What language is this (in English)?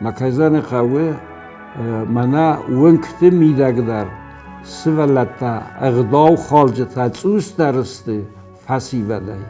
Ossetic